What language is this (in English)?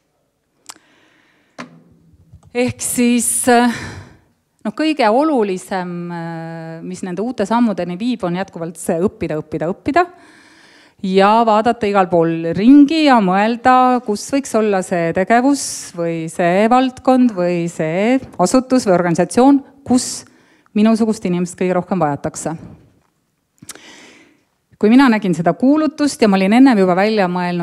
Estonian